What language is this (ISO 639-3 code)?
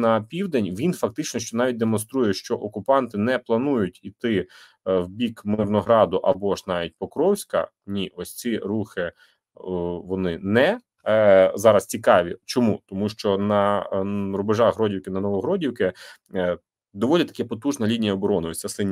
ukr